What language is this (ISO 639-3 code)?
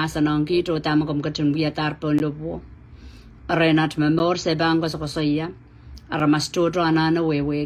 pon